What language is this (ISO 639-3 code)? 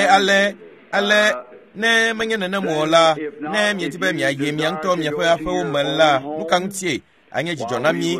ewe